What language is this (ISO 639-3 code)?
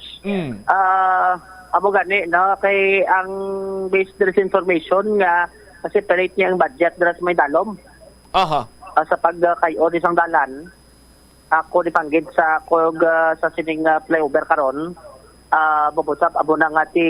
hil